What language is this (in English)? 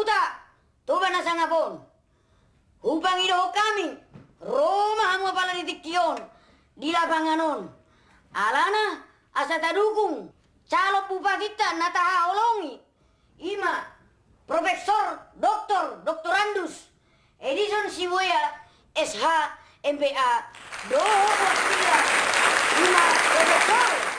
Batak Toba